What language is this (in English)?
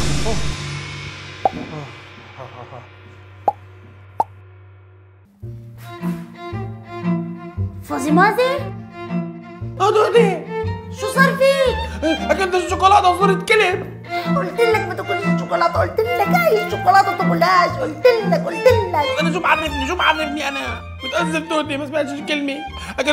South Levantine Arabic